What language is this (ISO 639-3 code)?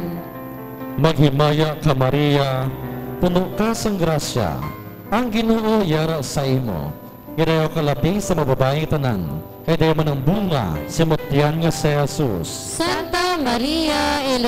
hil